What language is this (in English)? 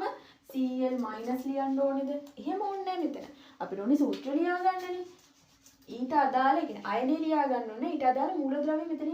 Sinhala